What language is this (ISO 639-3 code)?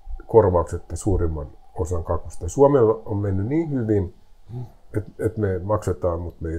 fin